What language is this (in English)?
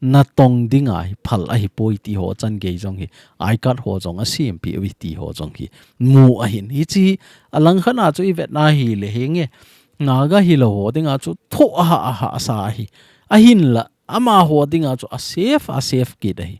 Thado Chin